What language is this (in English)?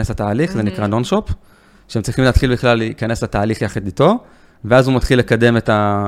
Hebrew